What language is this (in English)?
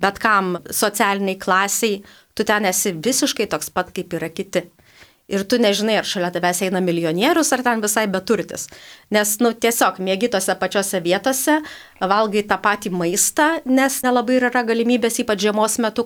Lithuanian